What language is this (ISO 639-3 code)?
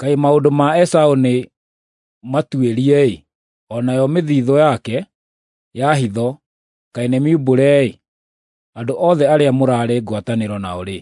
kik